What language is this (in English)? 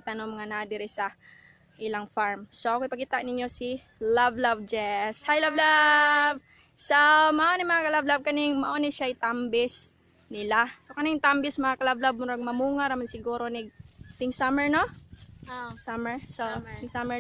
Cebuano